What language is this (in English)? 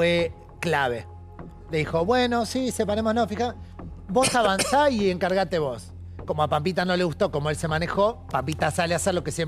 Spanish